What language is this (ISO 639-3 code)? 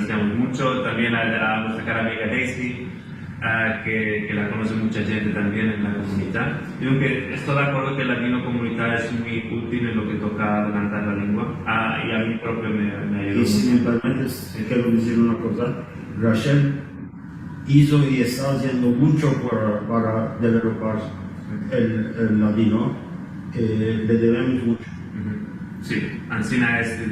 lad